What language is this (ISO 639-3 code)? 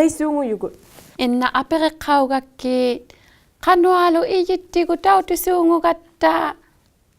iku